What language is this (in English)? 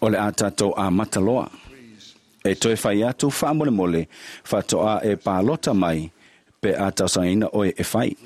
Samoan